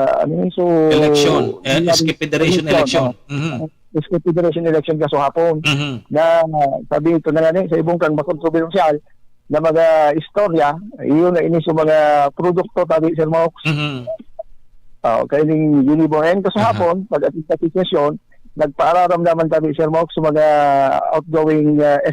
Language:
Bikol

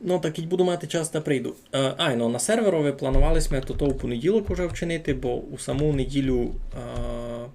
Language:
Rusyn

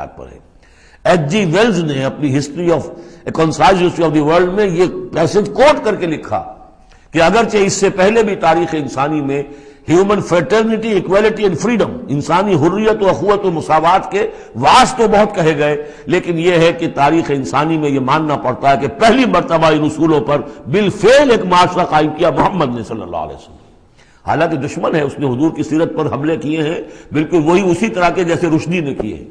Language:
Urdu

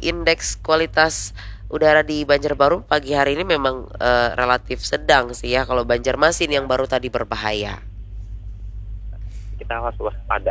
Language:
Indonesian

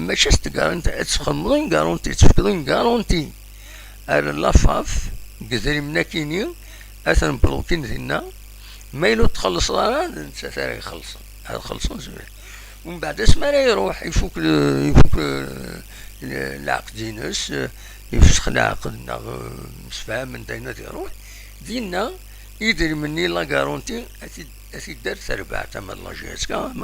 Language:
Kabyle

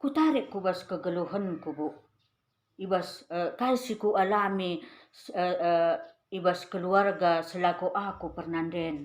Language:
Batak Karo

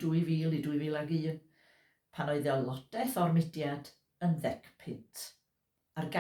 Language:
Welsh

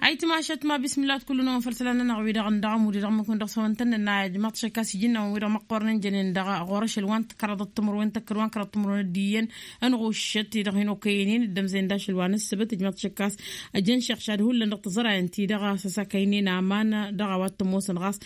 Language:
Tamasheq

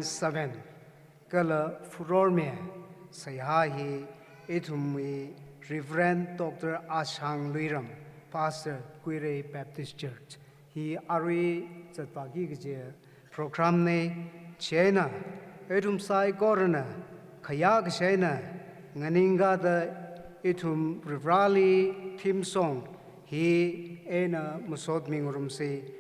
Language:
Tangkhul Naga (India)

